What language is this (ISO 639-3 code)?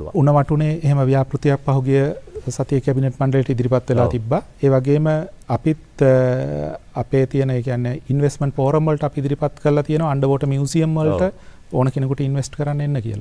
sin